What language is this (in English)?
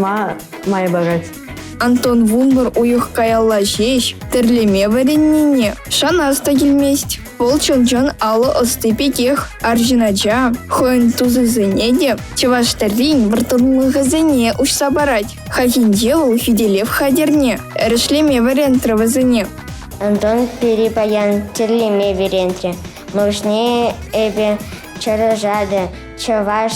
Chuvash